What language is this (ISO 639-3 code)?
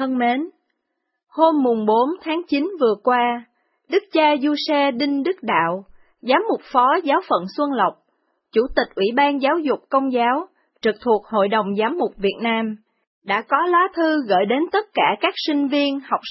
vie